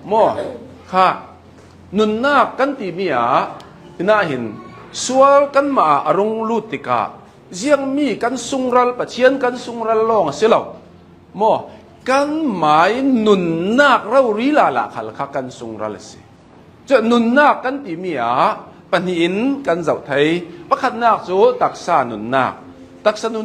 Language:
Hakha Chin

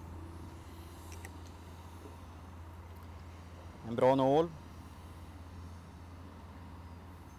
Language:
Swedish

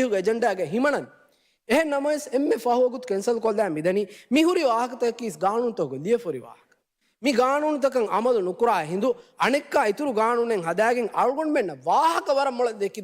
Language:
Divehi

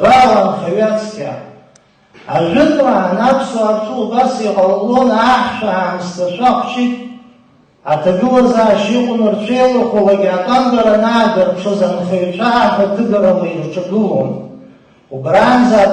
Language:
Abkhazian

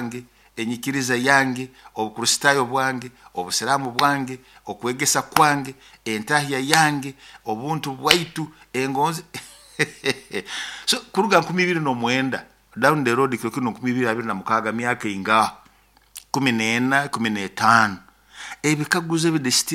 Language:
Nyoro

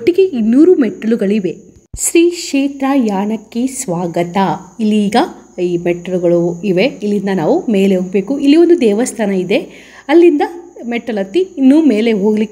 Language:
Kannada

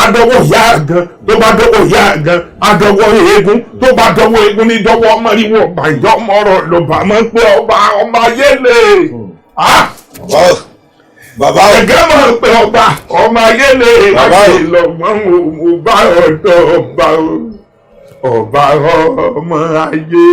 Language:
Yoruba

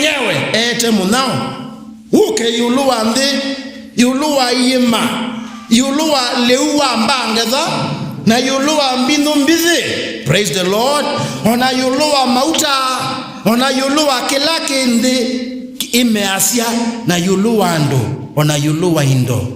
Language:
Kamba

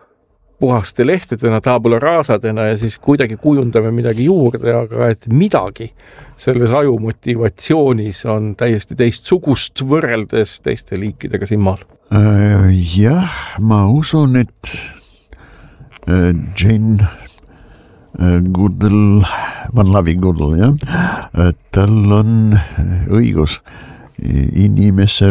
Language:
Estonian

